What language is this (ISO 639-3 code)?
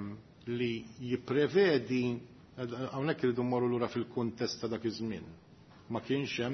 mlt